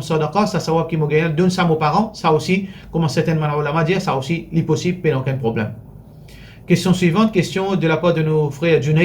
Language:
Morisyen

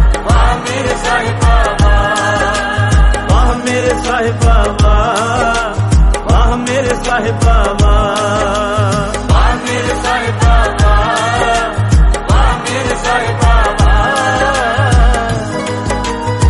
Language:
Hindi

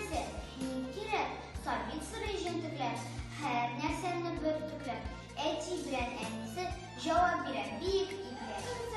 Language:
Tatar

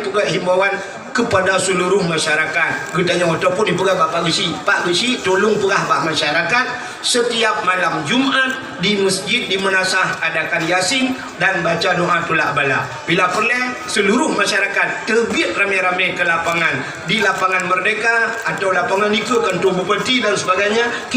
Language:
Achinese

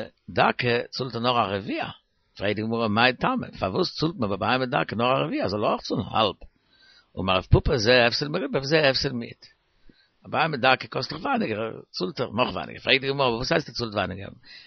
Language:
Yiddish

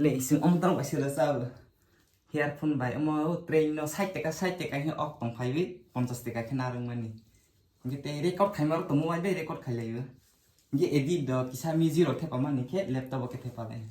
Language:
Kok Borok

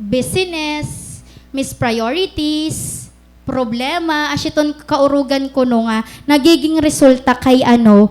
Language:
Waray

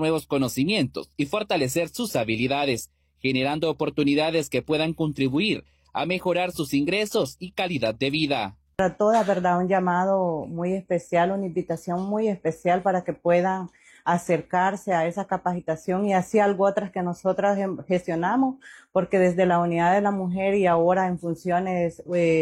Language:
Spanish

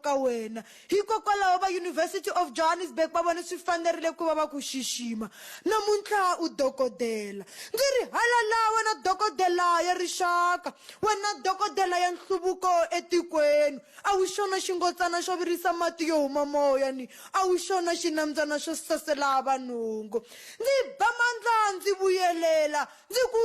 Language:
Tsonga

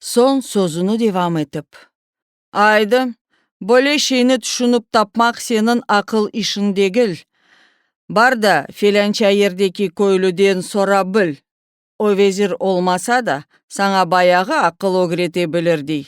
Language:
Crimean Tatar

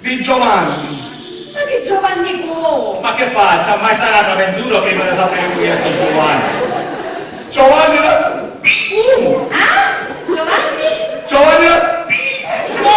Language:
Sicilian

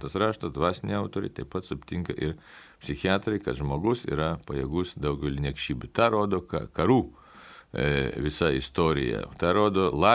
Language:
Lithuanian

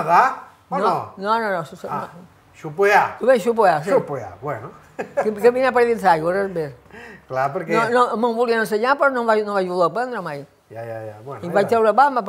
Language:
Catalan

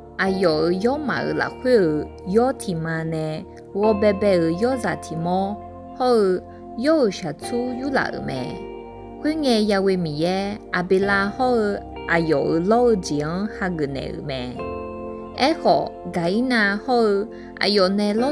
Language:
Akha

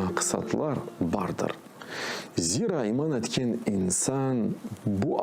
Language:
Crimean Tatar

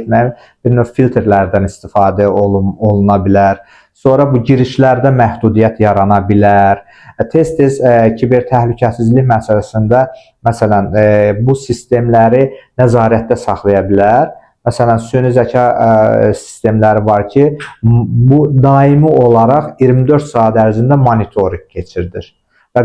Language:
Azerbaijani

